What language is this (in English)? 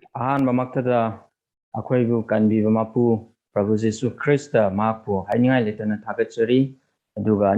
Manipuri